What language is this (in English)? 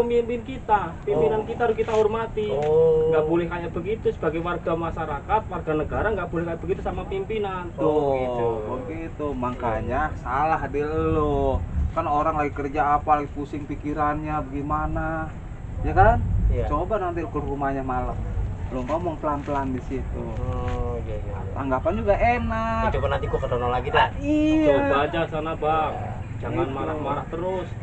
Betawi